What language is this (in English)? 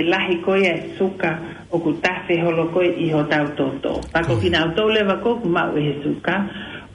Tongan